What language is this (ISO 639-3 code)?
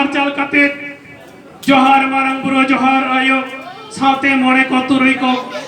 sat